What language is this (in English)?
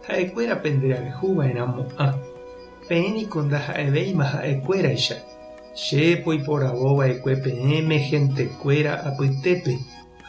Guarani